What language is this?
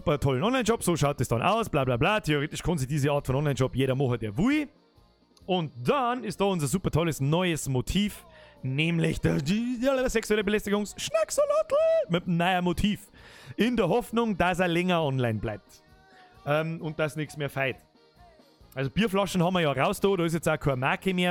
Bavarian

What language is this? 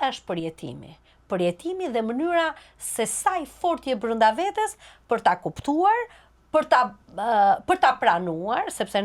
Albanian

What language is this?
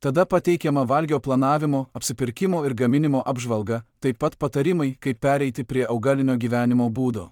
Lithuanian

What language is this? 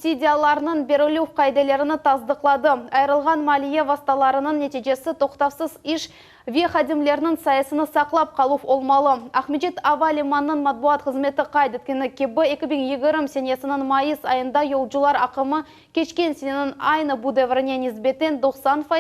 Crimean Tatar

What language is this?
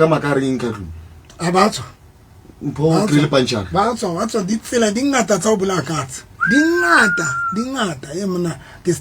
Southern Sotho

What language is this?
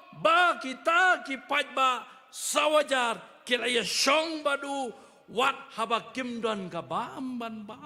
Khasi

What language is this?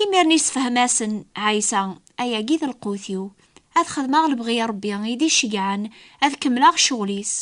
Kabyle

